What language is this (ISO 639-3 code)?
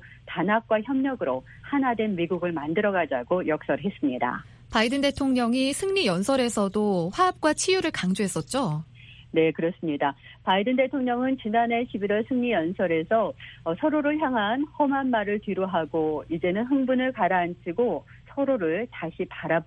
kor